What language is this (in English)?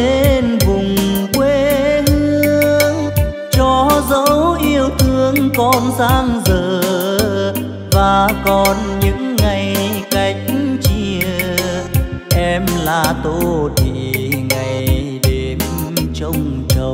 Vietnamese